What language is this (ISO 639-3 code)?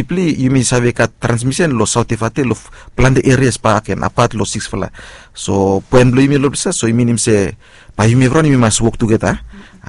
bis